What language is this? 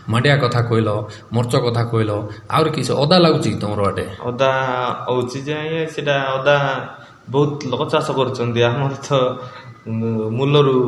Odia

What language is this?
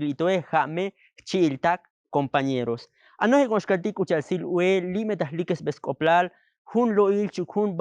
Tzotzil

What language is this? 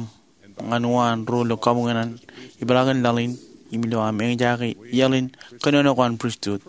Marshallese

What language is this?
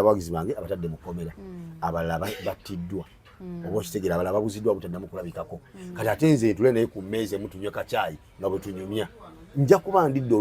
Ganda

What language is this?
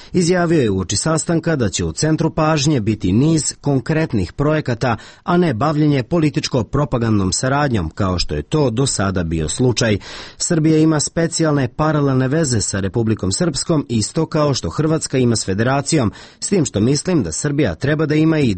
Serbian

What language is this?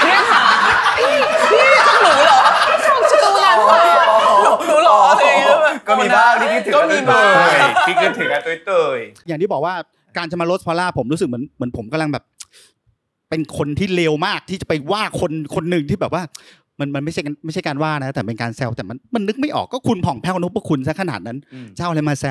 Thai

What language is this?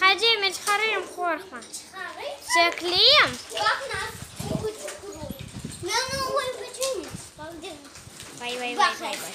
Crimean Tatar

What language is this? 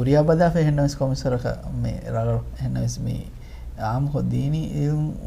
Divehi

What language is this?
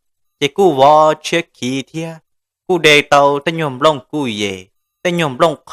Hmong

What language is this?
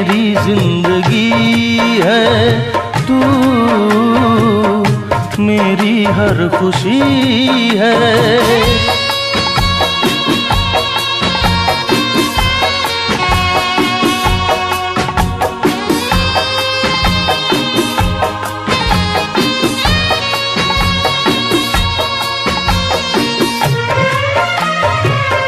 Hindi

